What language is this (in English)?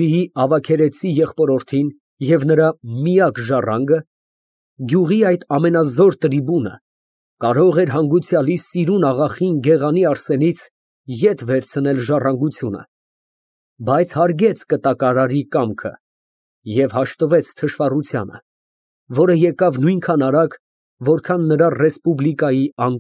Armenian